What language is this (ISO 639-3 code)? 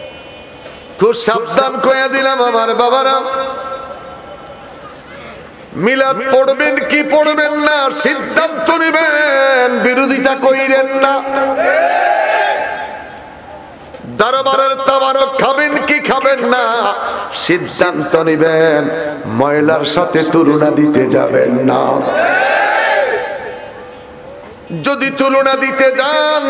ben